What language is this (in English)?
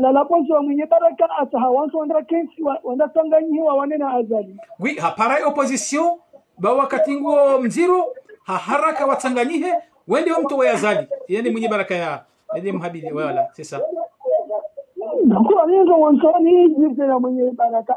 Swahili